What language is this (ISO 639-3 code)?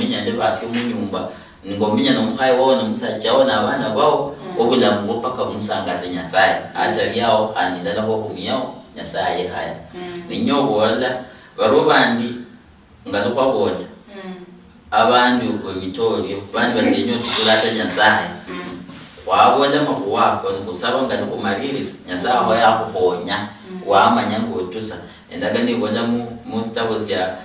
luy